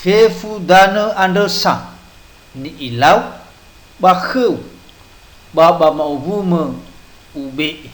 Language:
Nias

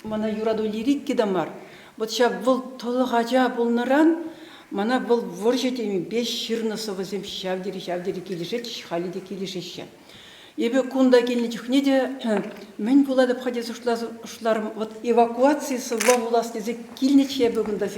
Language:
Chuvash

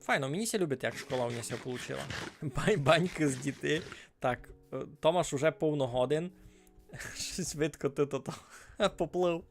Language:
Rusyn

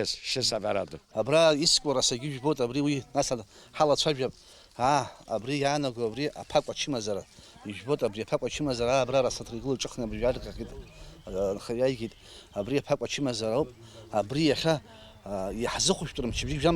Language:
Abkhazian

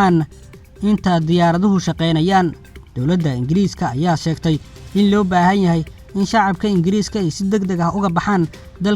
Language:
Somali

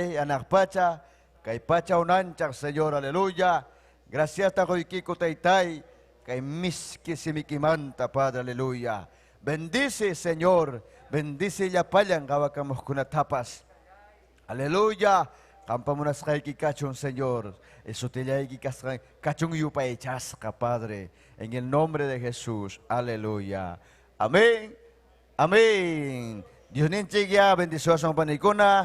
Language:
Ayacucho Quechua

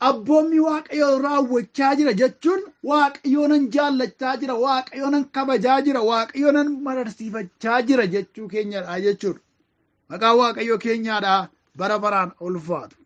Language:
Oromo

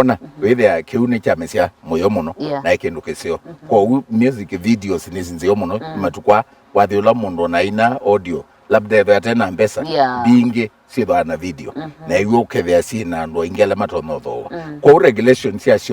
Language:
Kamba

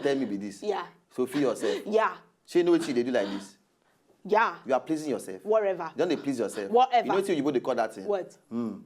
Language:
Nigerian Pidgin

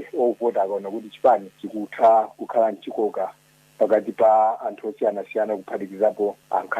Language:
Nyanja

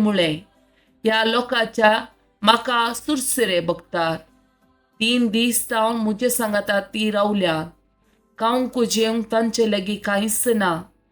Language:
Konkani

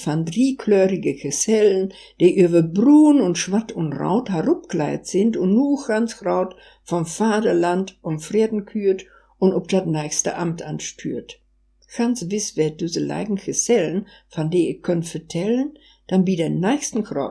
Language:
Westphalien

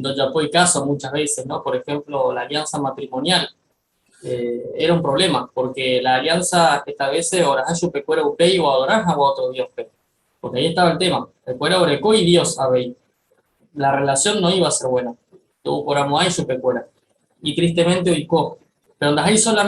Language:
Guarani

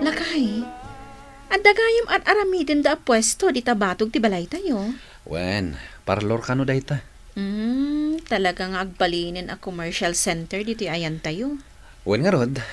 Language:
Iloko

